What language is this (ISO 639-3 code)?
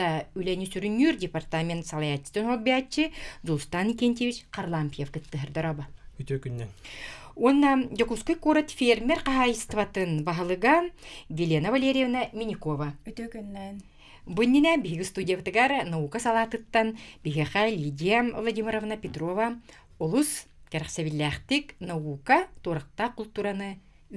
sah